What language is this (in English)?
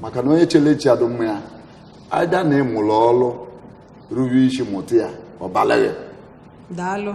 Igbo